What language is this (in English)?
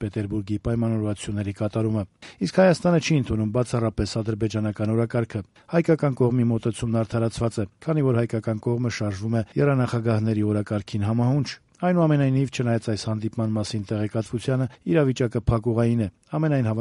Armenian